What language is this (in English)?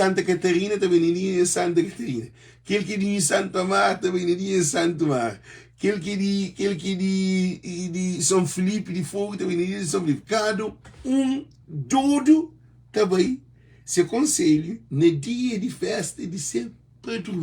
Kabuverdianu